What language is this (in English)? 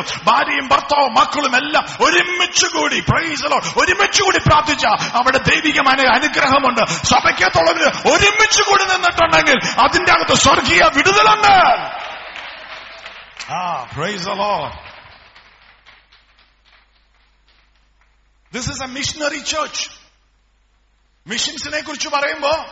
Malayalam